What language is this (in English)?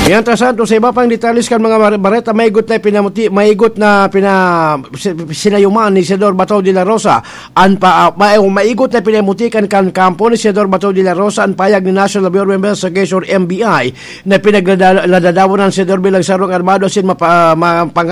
Bikol